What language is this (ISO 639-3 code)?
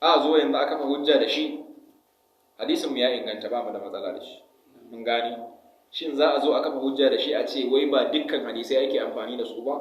hau